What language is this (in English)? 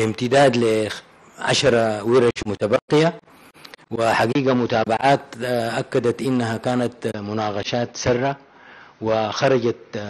Arabic